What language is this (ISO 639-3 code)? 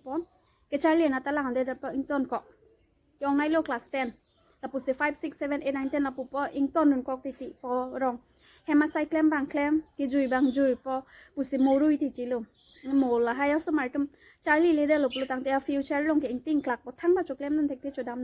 mjw